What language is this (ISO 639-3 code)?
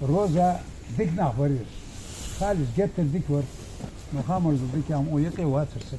inh